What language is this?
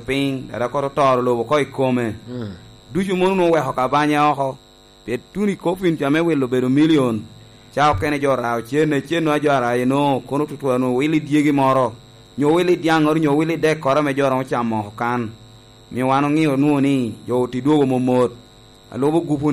Lango (Uganda)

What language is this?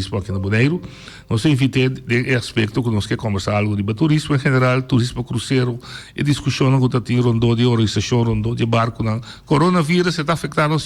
Papiamento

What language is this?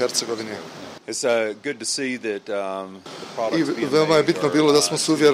Bosnian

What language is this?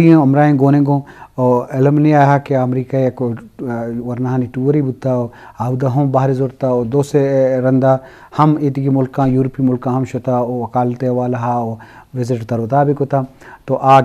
Eastern Balochi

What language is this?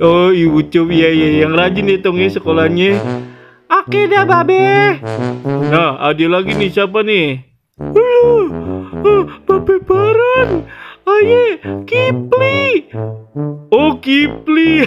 Betawi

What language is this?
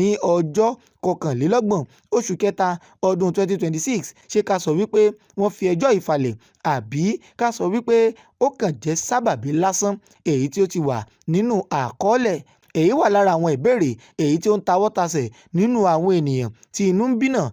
Yoruba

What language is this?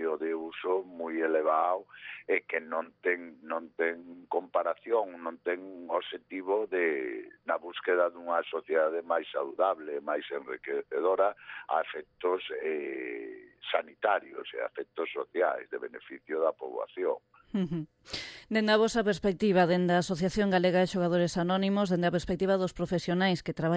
Galician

